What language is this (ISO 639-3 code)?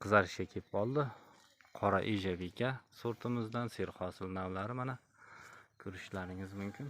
uzb